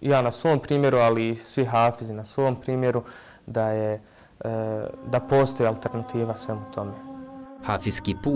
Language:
Bosnian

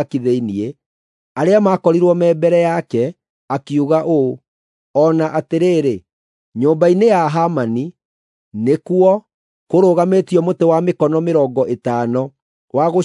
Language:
Kikuyu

